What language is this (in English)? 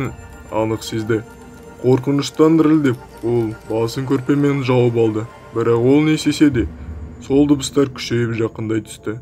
Kazakh